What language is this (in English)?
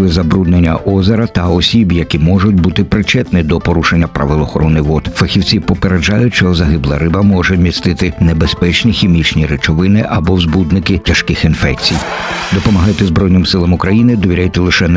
Ukrainian